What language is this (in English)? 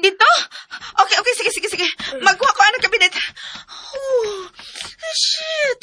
Cebuano